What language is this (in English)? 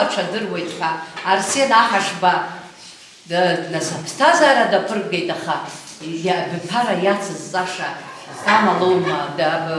Abkhazian